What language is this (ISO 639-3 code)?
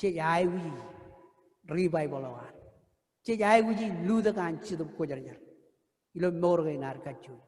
mah